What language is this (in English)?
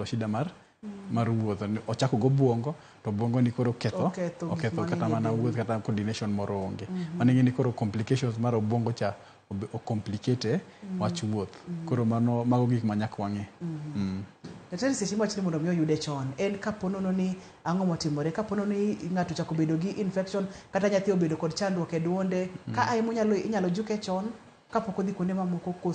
Luo (Kenya and Tanzania)